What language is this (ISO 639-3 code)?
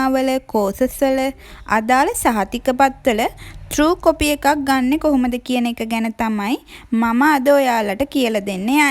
sin